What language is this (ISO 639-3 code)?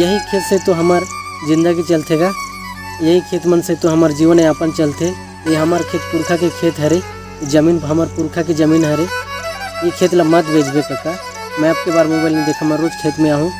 hne